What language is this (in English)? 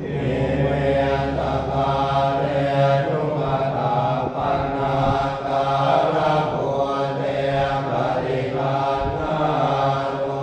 Pali